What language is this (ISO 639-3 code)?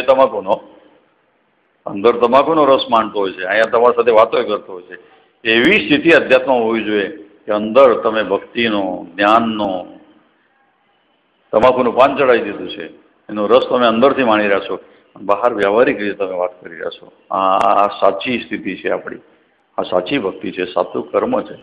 guj